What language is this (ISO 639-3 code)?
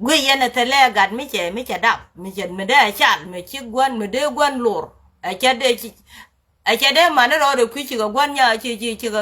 nus